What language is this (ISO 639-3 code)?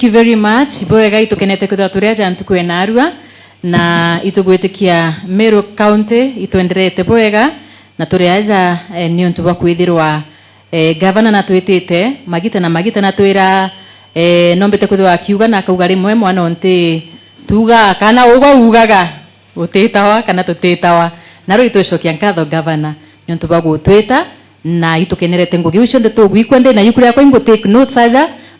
mer